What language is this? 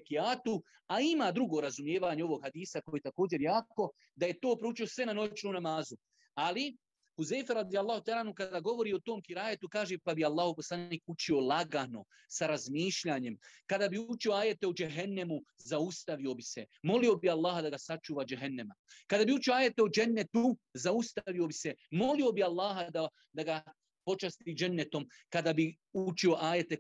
Bosnian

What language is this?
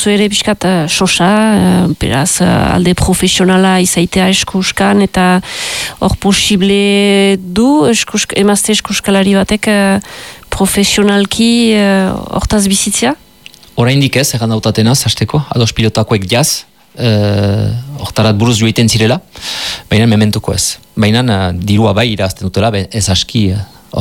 Basque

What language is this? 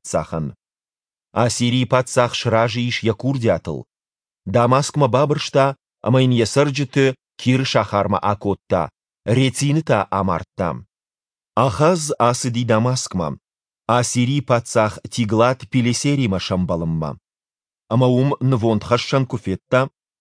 Ossetic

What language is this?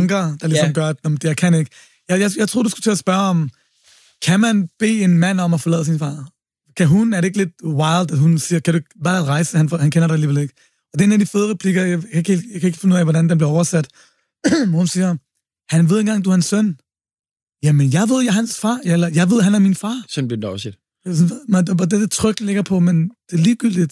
Danish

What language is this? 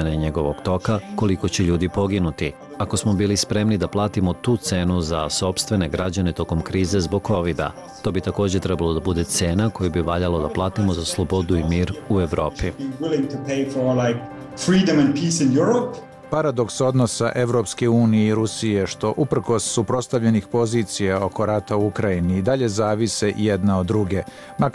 Serbian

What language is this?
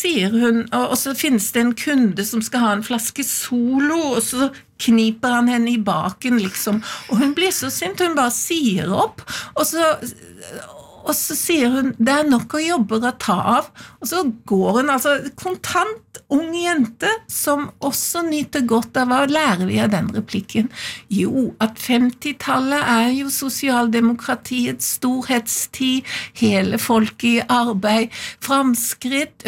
Norwegian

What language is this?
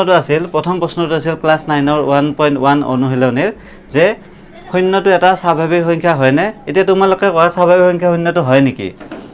Assamese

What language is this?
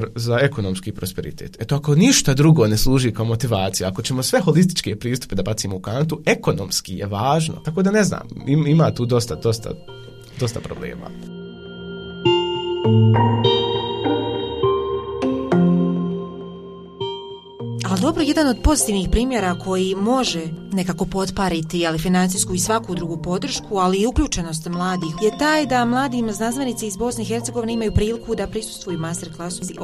Bosnian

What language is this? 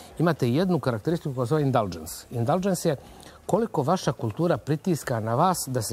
Croatian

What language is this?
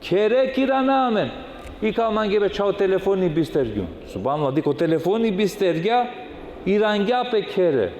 Balkan Romani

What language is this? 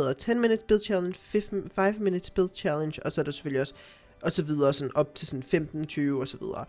Danish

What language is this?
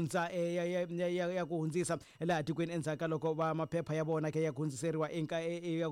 Tsonga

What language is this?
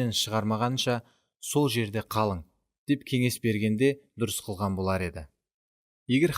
Kara-Kalpak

